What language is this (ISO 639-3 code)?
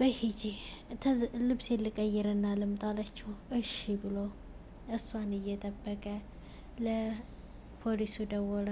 amh